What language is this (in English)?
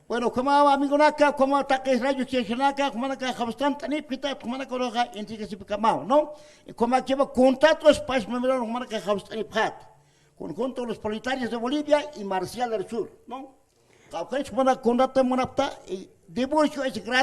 Aymara